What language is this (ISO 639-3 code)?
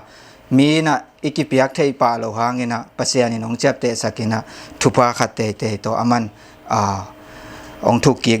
ctd